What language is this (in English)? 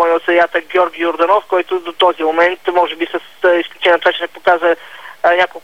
Bulgarian